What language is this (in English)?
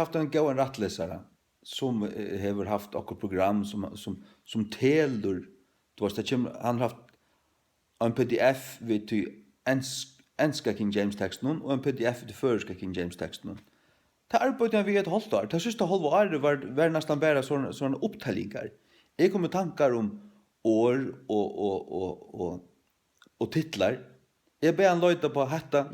Faroese